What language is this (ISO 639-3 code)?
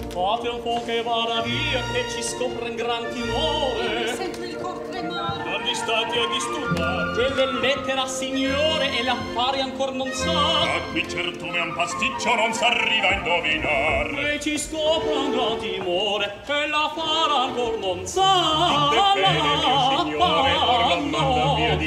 ita